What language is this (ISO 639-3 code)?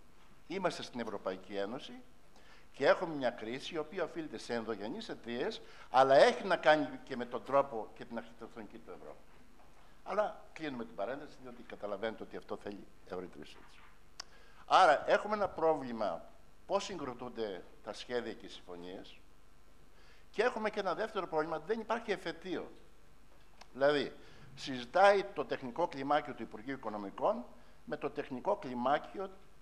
ell